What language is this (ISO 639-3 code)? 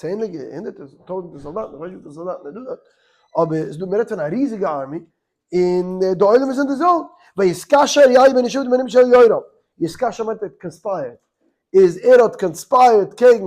yid